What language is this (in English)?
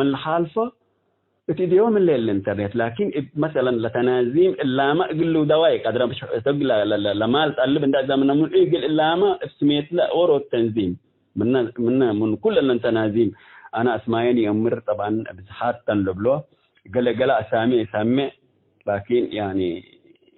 Tigre